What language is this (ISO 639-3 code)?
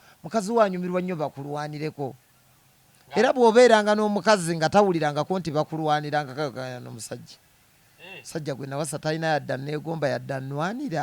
lug